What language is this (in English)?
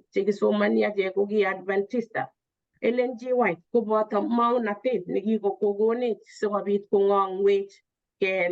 Kalenjin